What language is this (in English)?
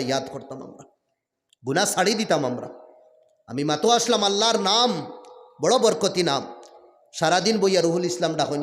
Sylheti